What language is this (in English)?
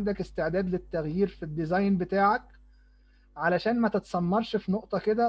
Egyptian Arabic